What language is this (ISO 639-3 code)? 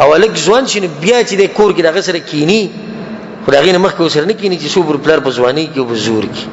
pus